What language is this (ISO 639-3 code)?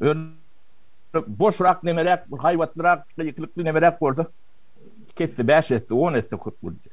tuk